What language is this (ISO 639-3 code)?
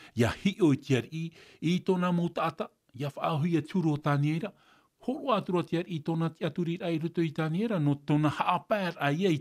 tah